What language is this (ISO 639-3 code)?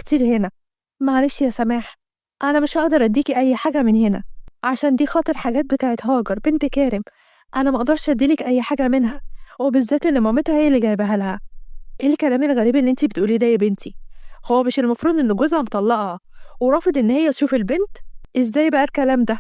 arz